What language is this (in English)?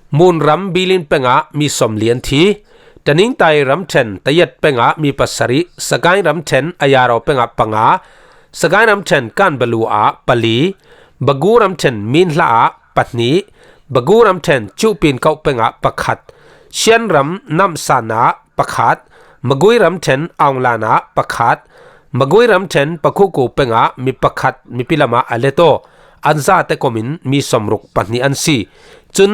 Falam Chin